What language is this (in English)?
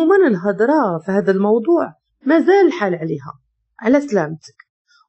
Moroccan Arabic